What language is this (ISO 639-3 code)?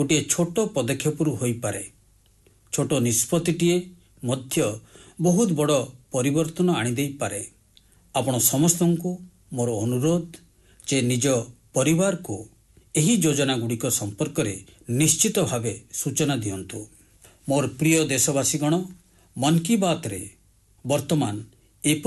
ori